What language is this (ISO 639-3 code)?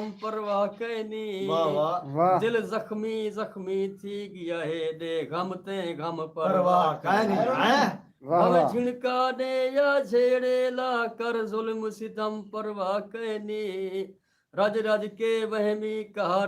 skr